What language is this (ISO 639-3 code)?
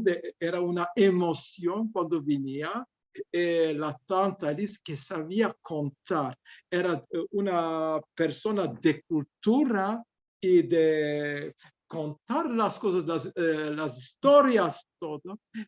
lad